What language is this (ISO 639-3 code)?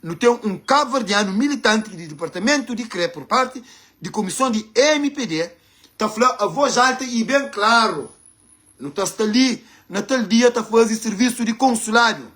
kea